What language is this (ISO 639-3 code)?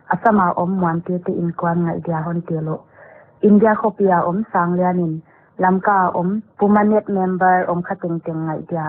pck